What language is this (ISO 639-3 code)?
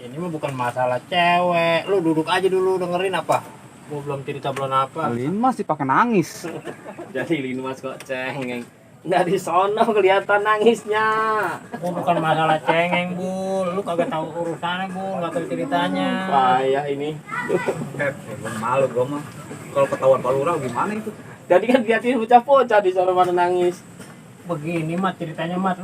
bew